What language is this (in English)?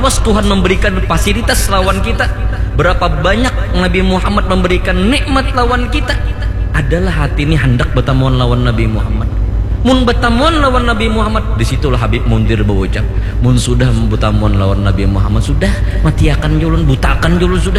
Banjar